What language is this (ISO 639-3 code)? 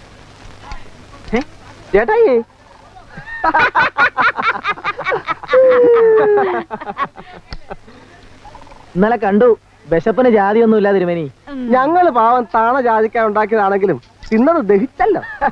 mal